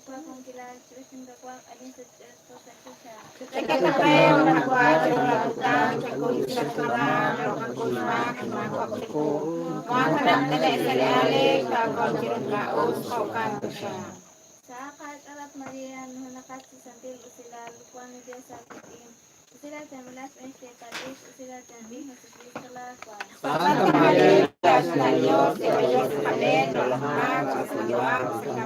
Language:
Kekchí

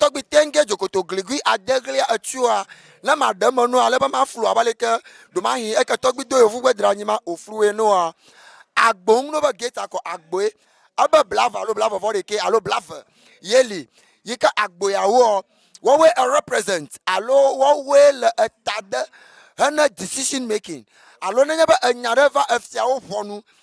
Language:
Ewe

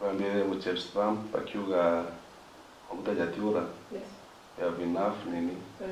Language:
Meru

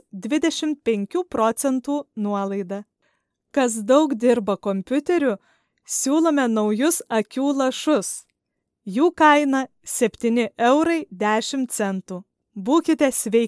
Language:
Lithuanian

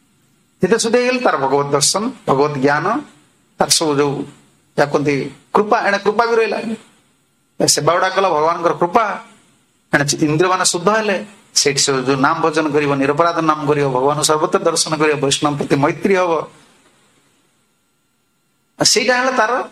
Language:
Odia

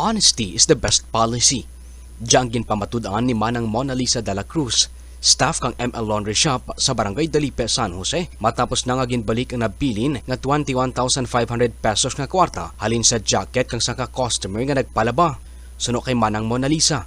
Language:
Kinaray-a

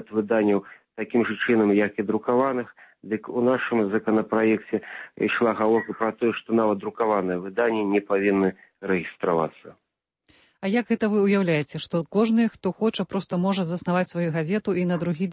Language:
Belarusian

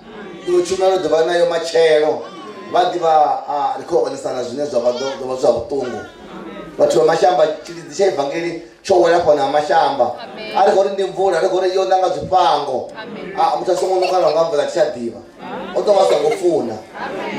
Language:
Venda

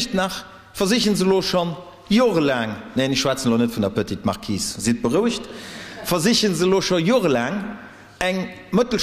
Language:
Luxembourgish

